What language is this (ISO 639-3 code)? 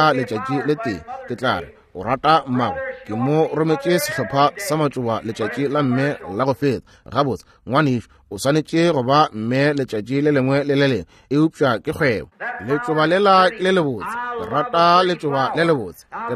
nso